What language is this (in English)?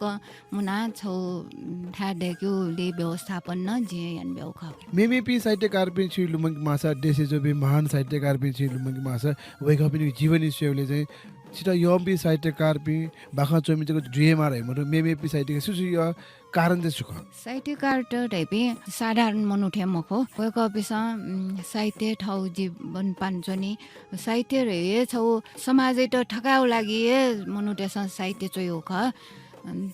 Newari